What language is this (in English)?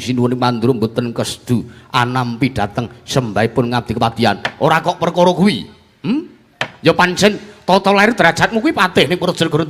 Javanese